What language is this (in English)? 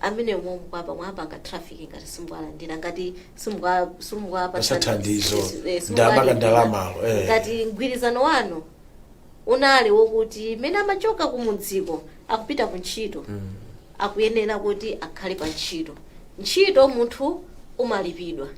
Nyanja